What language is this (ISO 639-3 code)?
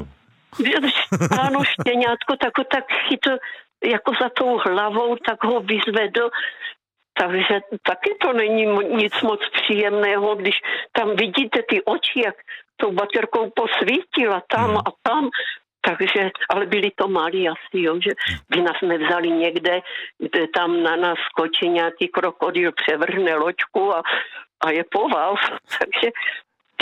ces